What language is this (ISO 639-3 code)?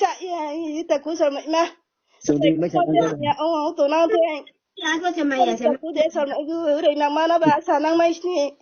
ria